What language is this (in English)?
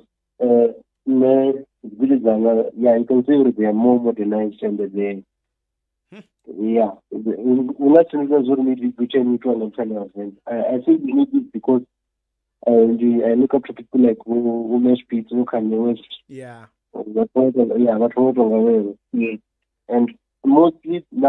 Venda